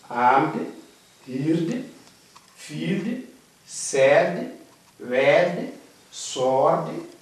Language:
Fula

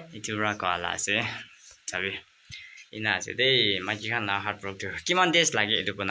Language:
Naga Pidgin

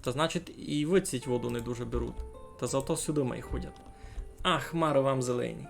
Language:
Rusyn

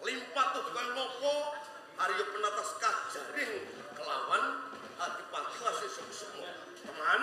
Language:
Javanese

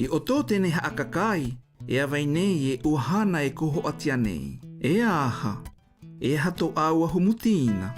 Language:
South Marquesan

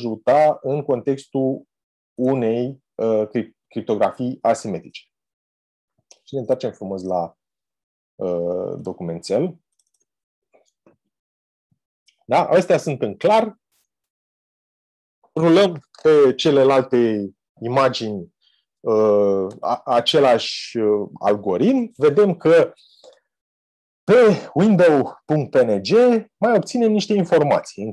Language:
Romanian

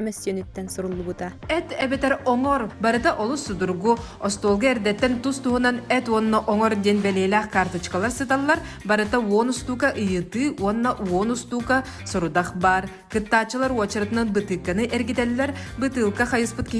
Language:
Yakut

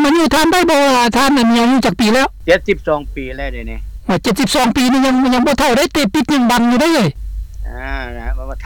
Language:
Lao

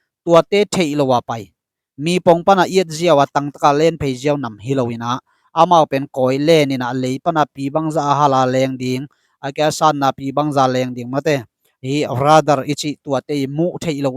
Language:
Tedim Chin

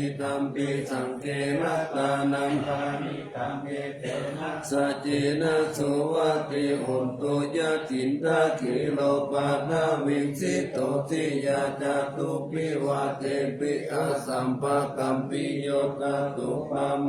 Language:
Pali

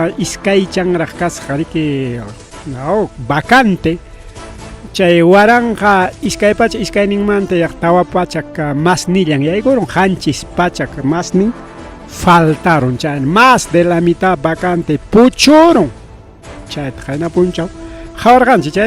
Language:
Ayacucho Quechua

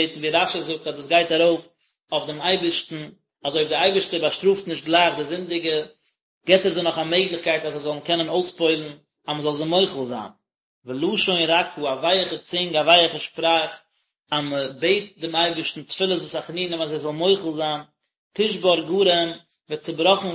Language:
Yiddish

